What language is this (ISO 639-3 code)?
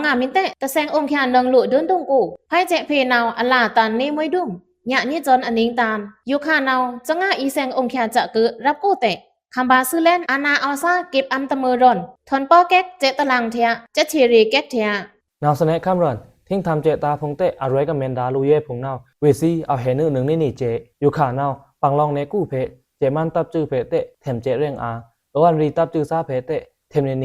blk